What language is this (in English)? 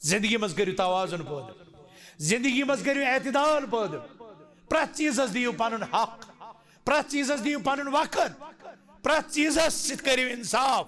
Kashmiri